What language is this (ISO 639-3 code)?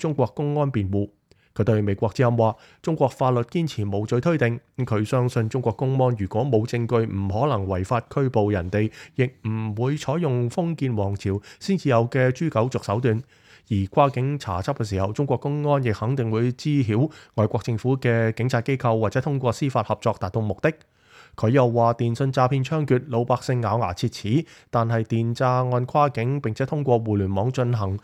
yue